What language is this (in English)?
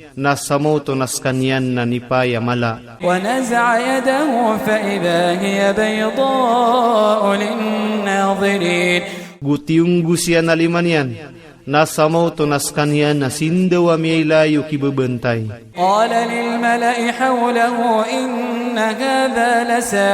Iranun (Philippines)